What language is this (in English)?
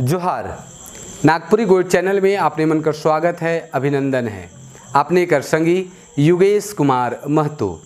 Sadri